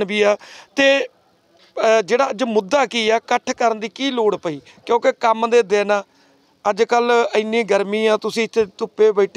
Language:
Punjabi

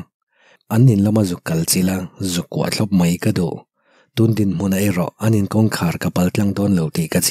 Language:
Mizo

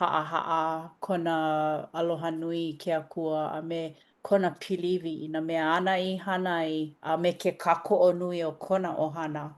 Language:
Hawaiian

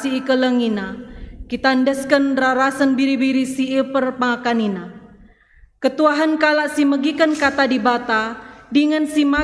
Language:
Batak Karo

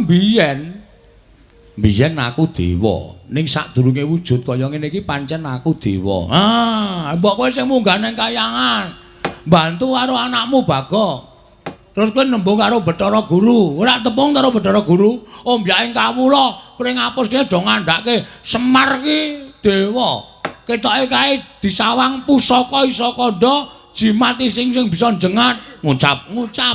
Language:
Javanese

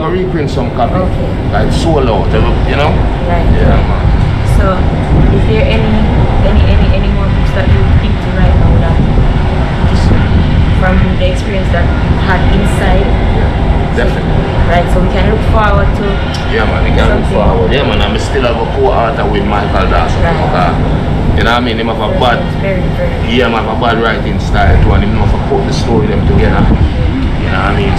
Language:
Jamaican Creole English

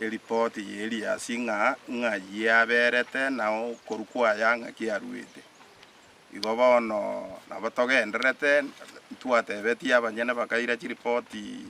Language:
Gusii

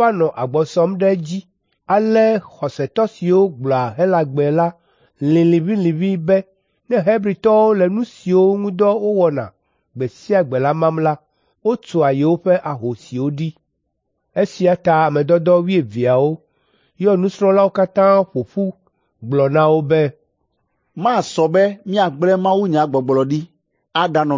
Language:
Ewe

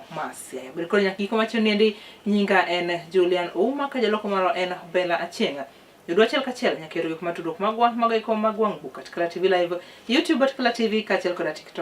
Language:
Luo (Kenya and Tanzania)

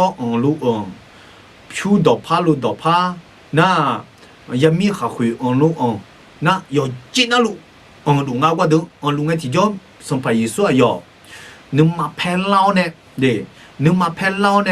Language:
Akha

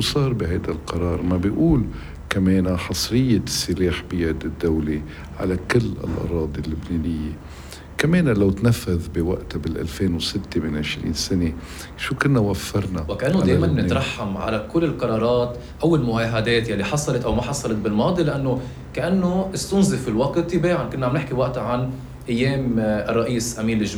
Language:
North Levantine Arabic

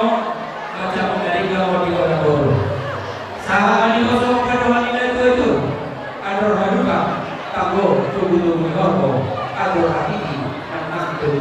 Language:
Batak Toba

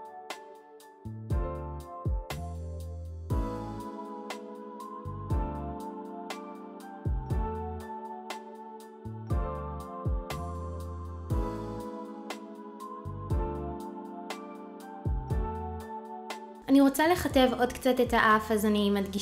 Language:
Hebrew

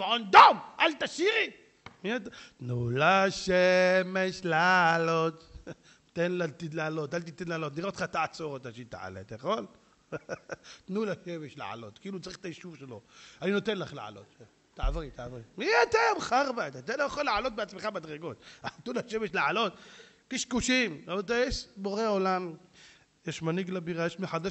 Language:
Hebrew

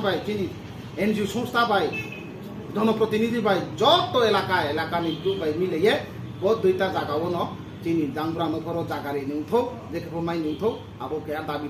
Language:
Riang (India)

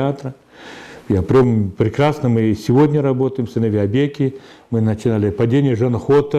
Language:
Ingush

